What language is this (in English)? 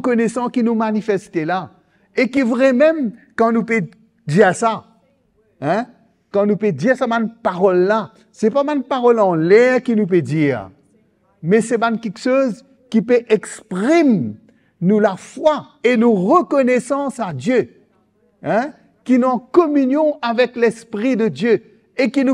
Morisyen